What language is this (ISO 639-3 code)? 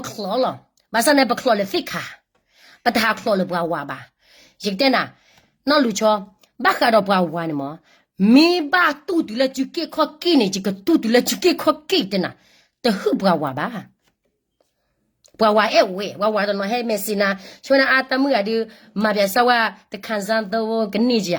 ksw